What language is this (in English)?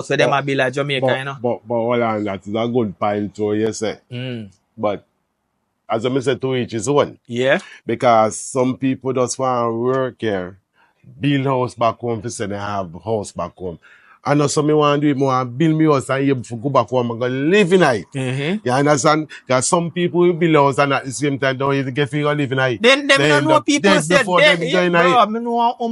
Jamaican Creole English